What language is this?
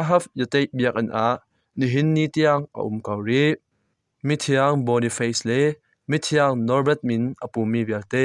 Hakha Chin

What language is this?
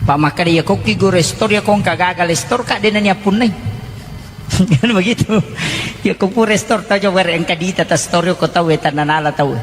Buginese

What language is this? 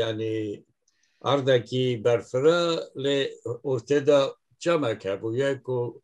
Kurdish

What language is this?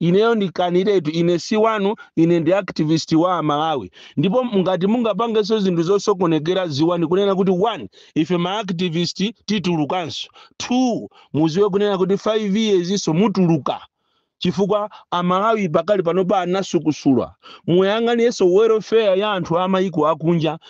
Nyanja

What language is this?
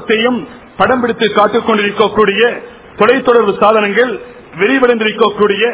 Tamil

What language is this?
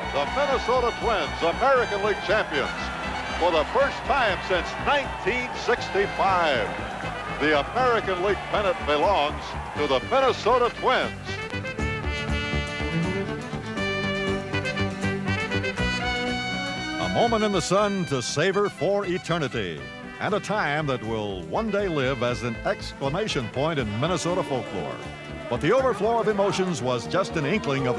English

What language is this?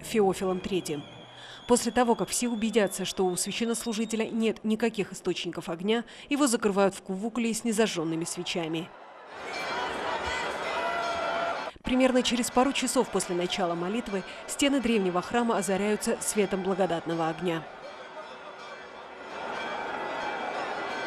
Russian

